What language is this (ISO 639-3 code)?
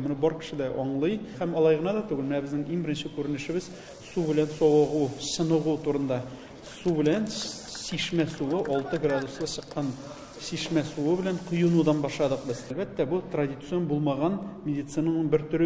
tat